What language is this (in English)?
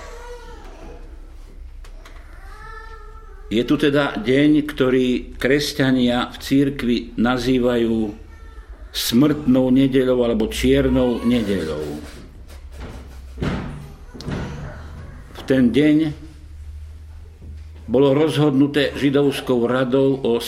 Slovak